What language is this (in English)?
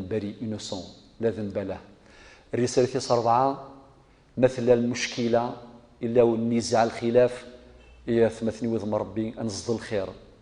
Kabyle